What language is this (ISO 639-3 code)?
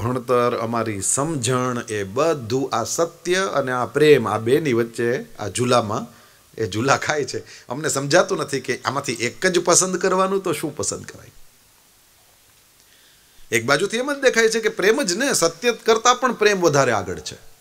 guj